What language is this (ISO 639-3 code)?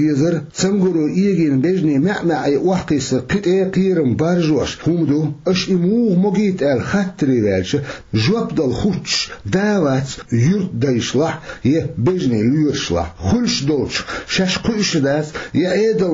che